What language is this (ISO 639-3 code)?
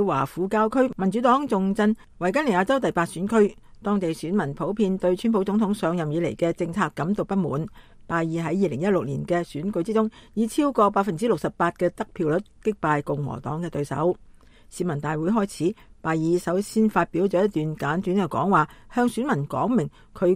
yue